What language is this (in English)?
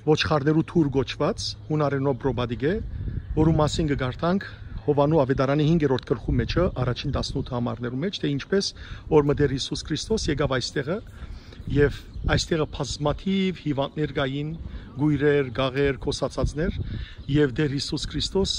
Western Armenian